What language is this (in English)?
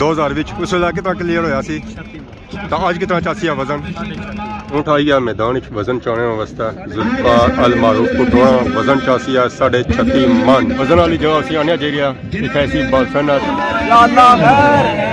Pahari-Potwari